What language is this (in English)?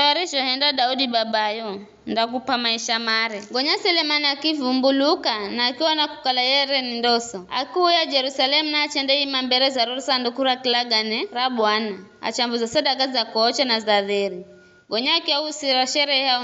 Giryama